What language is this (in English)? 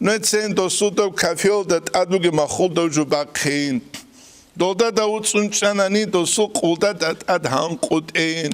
Avaric